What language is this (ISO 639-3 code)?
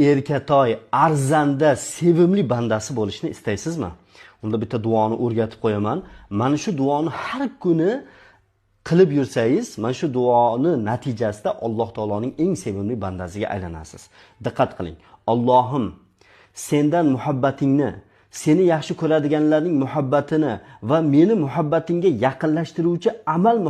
uzb